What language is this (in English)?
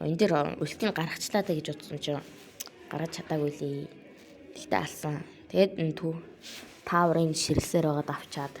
Mongolian